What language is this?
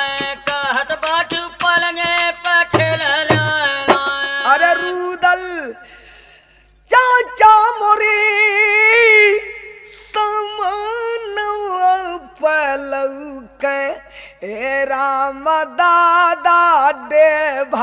Bhojpuri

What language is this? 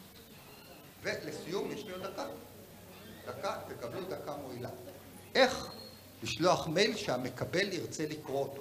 Hebrew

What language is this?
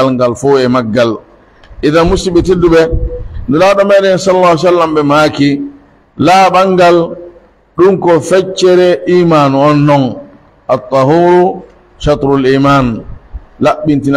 Pular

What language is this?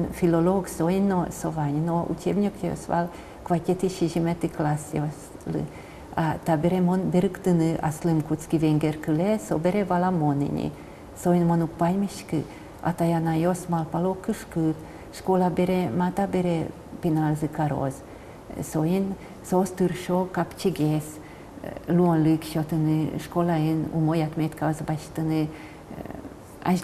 Udmurt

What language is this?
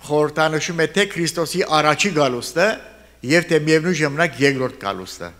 Armenian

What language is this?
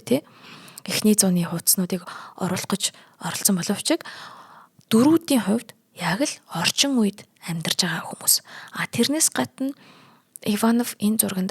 Mongolian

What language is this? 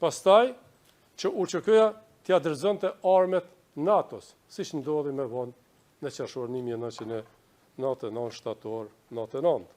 Albanian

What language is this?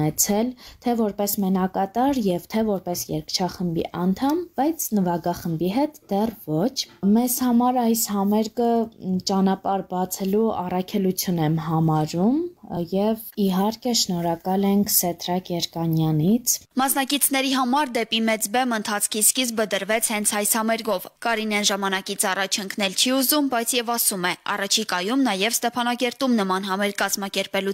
Armenian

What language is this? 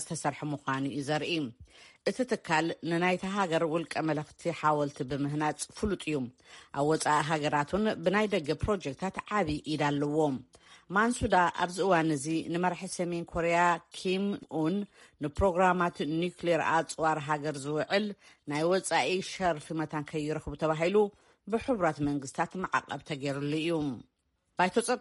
Tigrinya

